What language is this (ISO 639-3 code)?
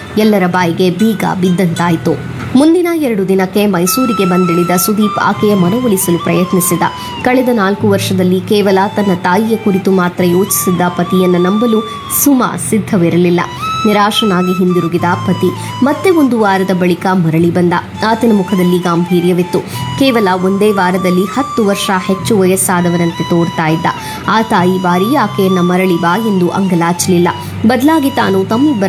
kan